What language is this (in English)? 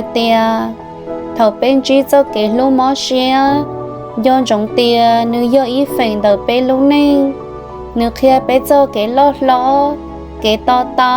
Hmong